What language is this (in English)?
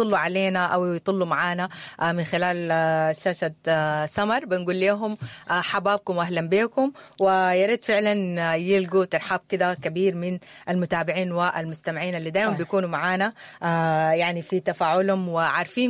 Sudanese Arabic